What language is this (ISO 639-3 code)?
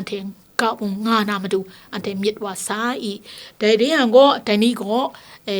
kac